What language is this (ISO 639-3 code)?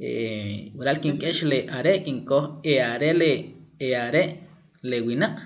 quc